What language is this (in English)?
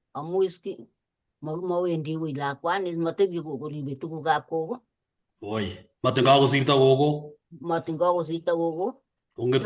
Kalenjin